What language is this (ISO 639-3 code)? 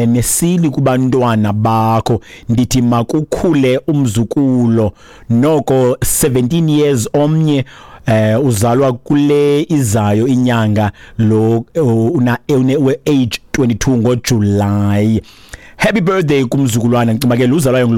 xho